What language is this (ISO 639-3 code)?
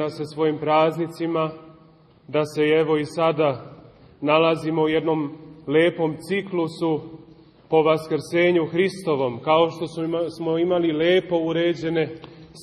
srp